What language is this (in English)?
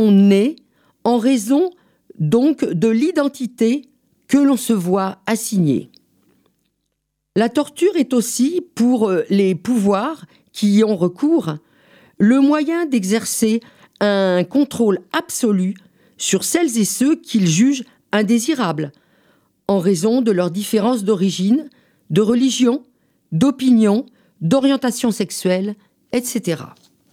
French